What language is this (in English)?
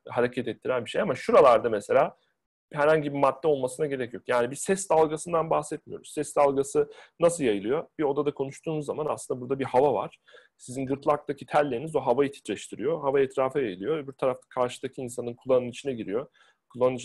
Turkish